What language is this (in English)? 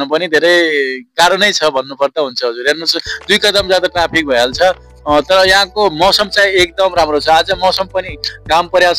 Nepali